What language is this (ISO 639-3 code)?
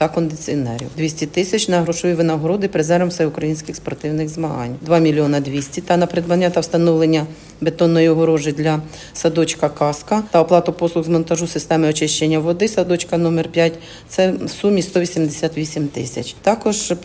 ukr